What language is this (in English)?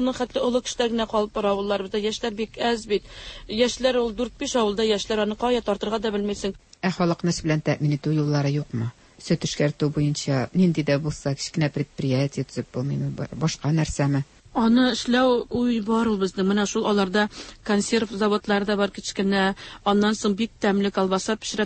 Tatar